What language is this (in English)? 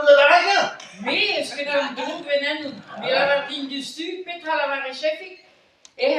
Breton